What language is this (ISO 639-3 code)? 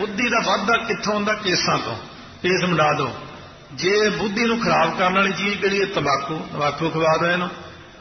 pan